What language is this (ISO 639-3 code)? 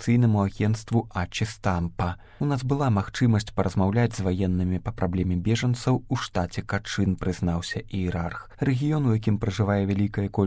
bel